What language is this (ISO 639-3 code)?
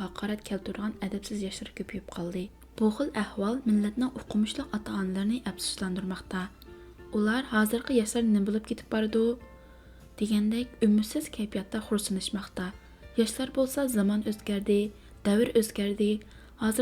uig